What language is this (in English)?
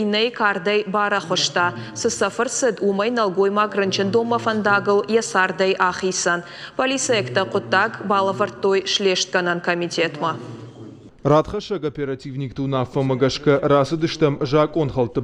Ossetic